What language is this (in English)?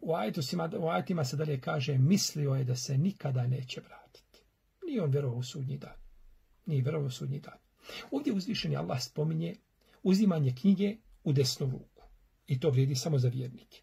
Bosnian